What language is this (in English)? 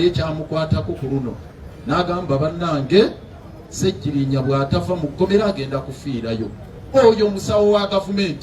Ganda